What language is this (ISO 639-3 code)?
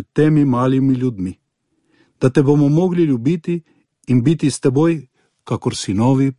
slv